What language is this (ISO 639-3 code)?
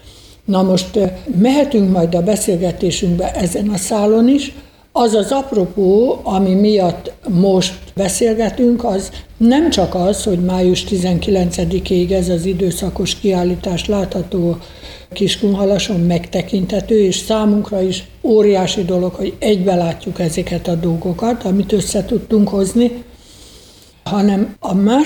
hun